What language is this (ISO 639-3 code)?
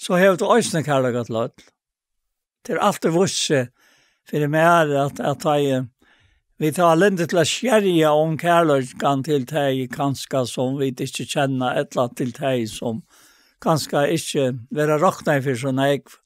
fao